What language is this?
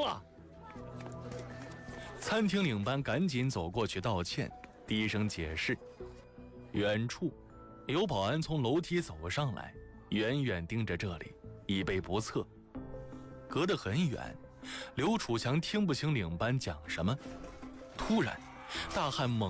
Chinese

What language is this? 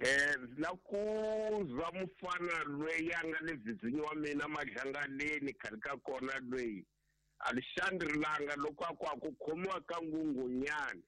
Tsonga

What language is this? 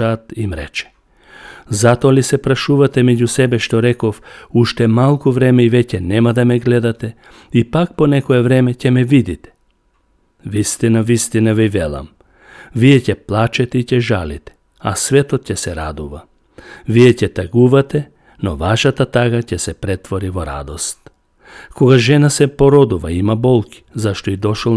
Macedonian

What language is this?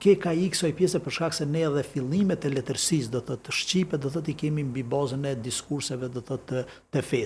Albanian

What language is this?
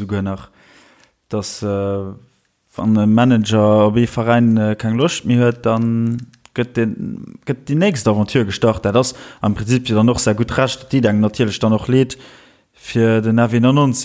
Luxembourgish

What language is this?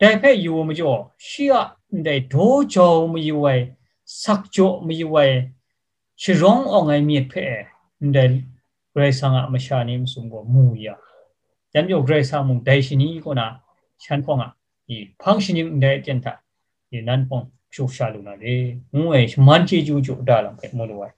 Kachin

